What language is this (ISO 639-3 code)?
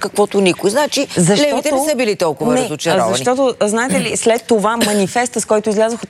bul